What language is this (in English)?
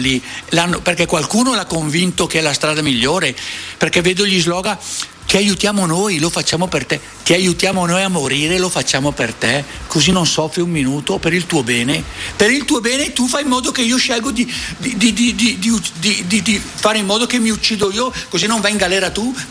Italian